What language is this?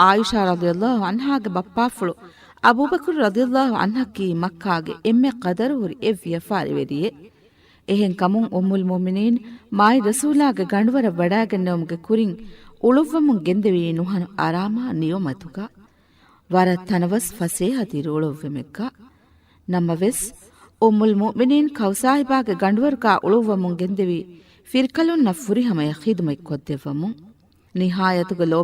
Divehi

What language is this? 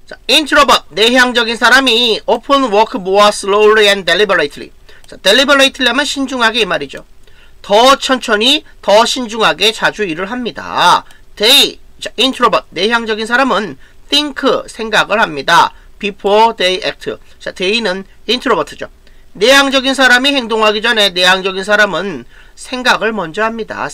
Korean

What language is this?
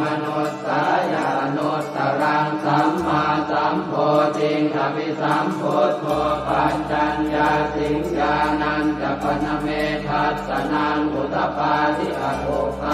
Pali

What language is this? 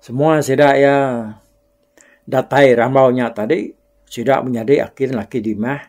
Iban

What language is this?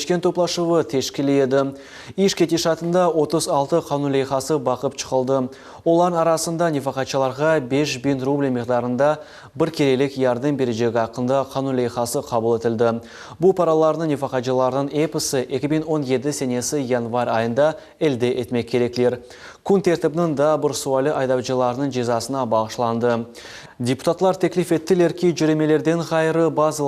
Crimean Tatar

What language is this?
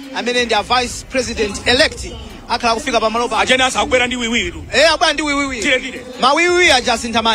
Nyanja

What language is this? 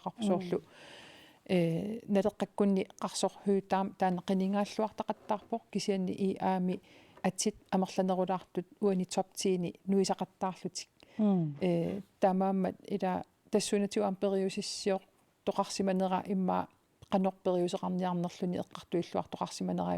Kalaallisut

